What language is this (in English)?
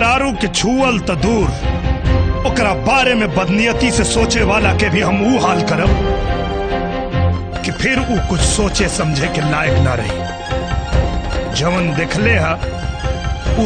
Bhojpuri